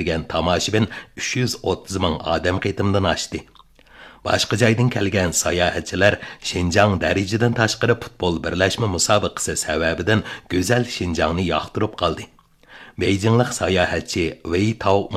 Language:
Uyghur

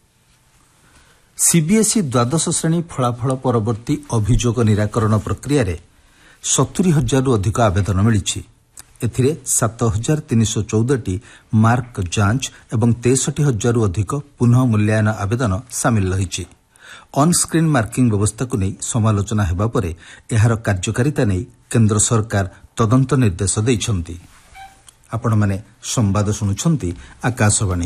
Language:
Odia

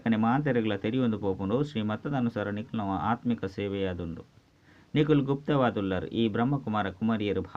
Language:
Tulu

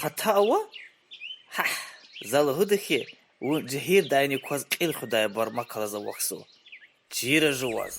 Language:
Lezghian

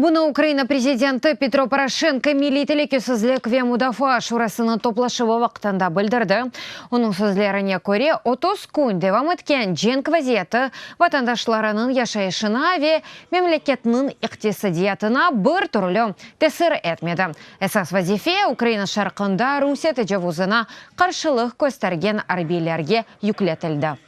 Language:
Crimean Tatar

